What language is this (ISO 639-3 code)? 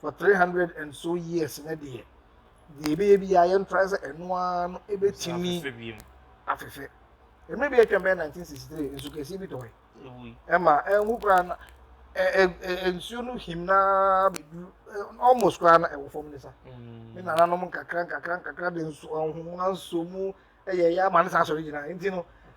aka